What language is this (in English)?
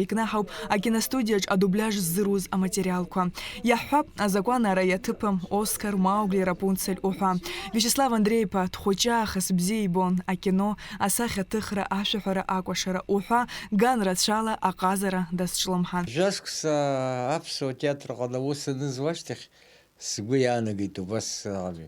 Abkhazian